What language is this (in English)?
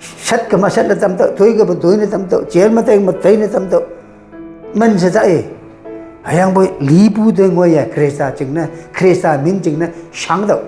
Konyak Naga